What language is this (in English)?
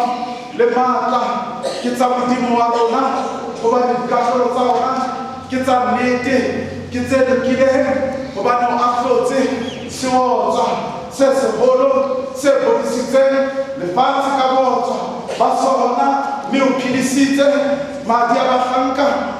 Southern Sotho